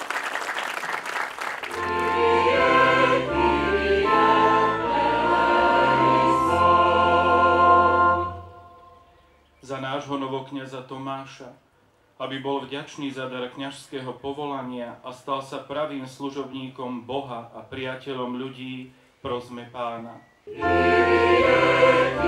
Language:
Slovak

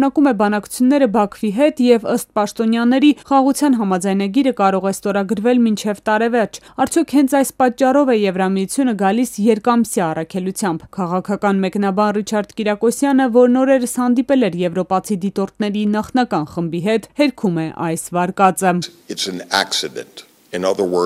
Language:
Armenian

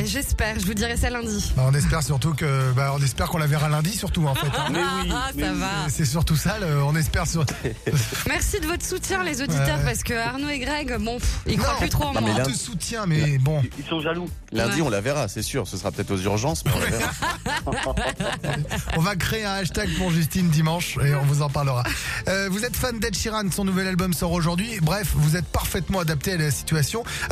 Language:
French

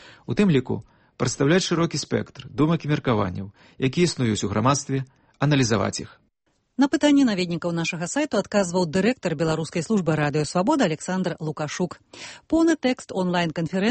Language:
Belarusian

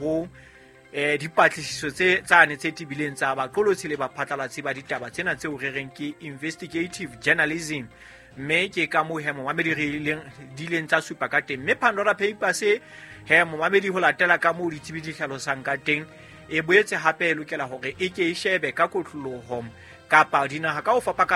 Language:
Southern Sotho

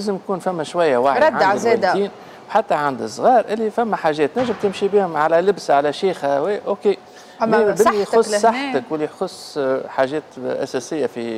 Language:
Tunisian Arabic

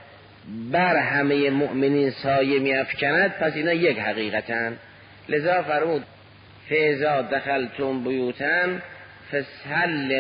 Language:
Persian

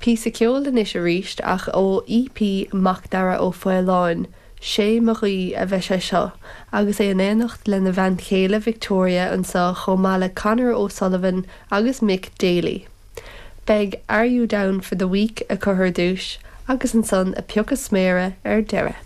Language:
Irish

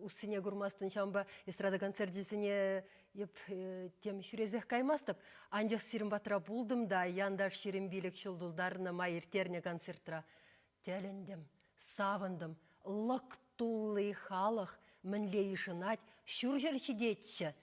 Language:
Chuvash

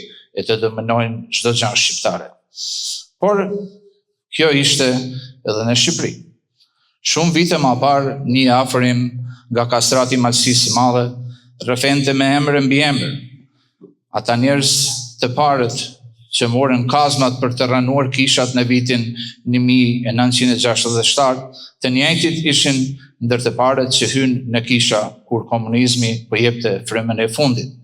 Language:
Albanian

